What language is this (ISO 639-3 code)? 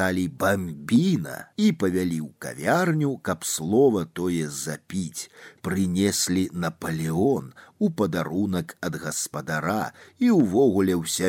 bel